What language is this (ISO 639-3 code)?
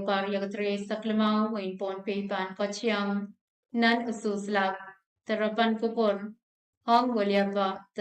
pon